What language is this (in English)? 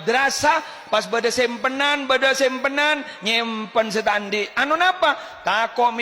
Madurese